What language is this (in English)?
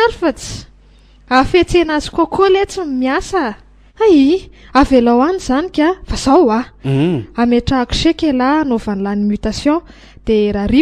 Malagasy